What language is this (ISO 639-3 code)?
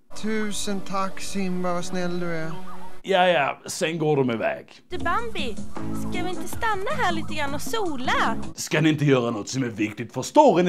swe